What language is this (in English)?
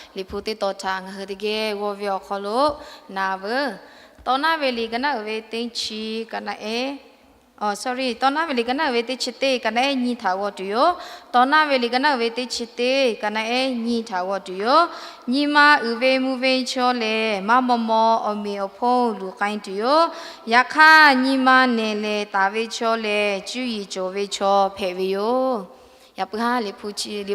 Lahu